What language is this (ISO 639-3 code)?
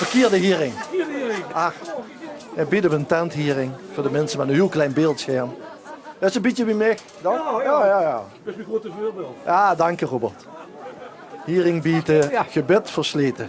lim